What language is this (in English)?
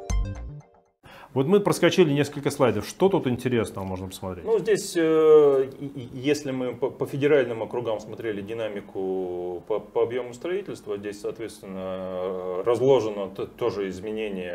Russian